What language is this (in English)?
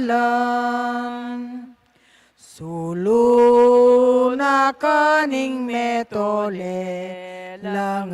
Pampanga